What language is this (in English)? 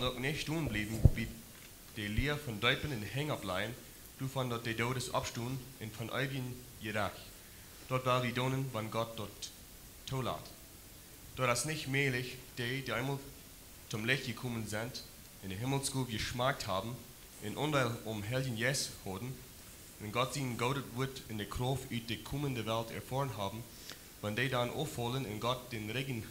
Plautdietsch